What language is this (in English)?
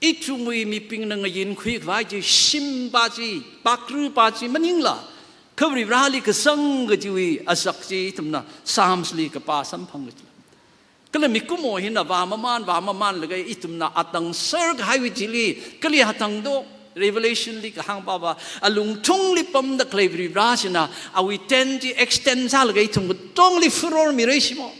Tangkhul Naga (India)